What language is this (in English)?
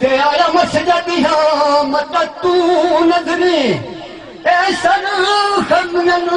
Saraiki